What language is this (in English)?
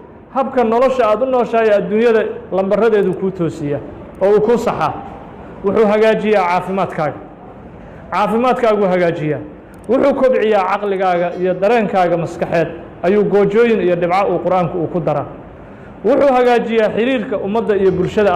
Somali